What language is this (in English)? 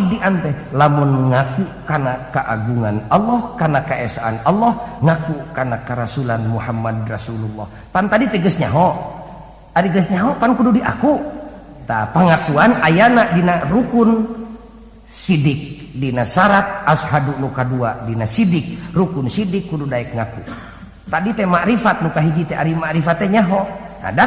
Sundanese